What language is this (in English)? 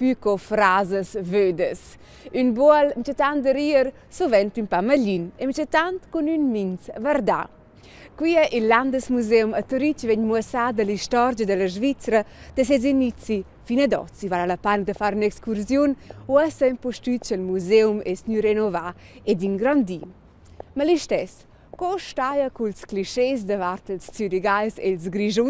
Romansh